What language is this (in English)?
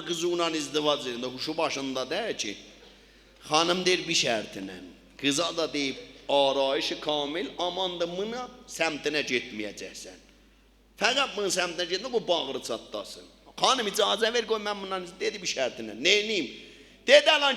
South Azerbaijani